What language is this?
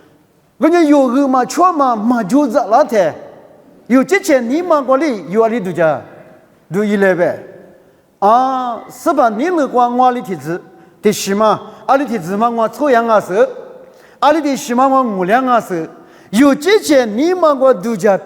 Lisu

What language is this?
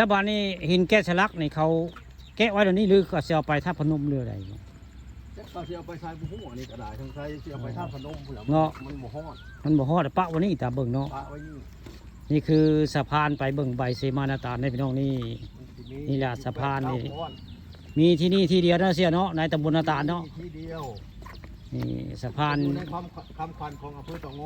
Northeastern Thai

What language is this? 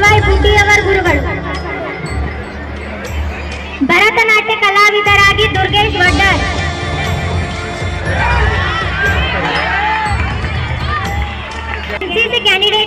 Kannada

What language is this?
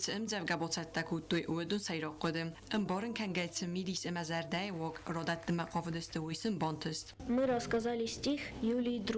Ossetic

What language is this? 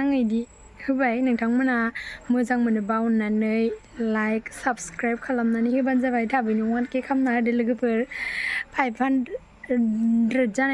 Bodo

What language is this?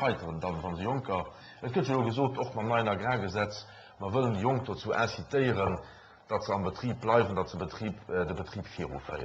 Luxembourgish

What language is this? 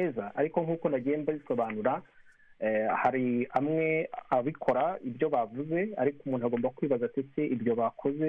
Kinyarwanda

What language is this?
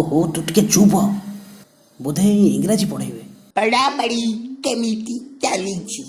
Odia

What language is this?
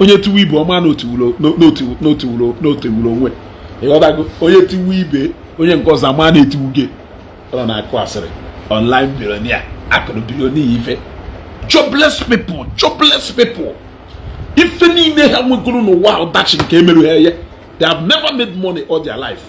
Igbo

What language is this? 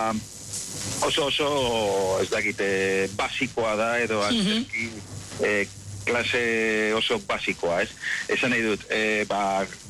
Basque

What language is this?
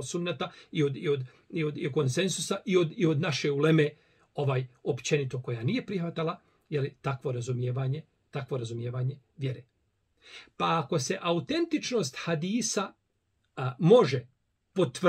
Bosnian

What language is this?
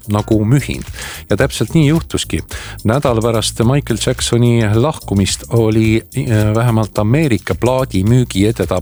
Estonian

